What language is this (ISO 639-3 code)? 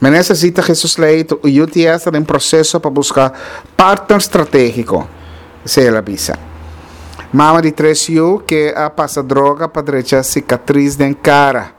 pap